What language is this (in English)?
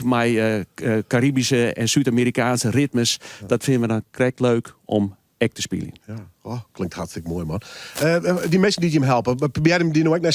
Western Frisian